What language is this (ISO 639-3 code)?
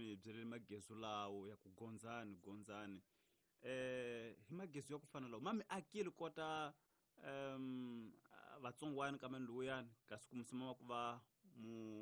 tso